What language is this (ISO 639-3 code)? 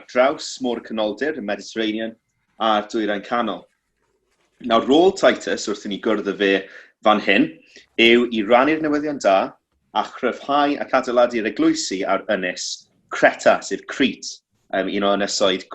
cym